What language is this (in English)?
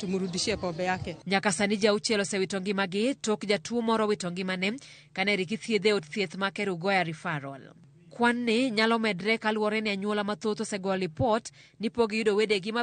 Luo (Kenya and Tanzania)